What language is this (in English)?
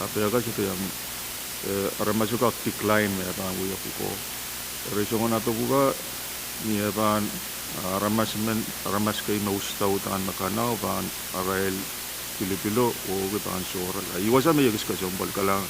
Pohnpeian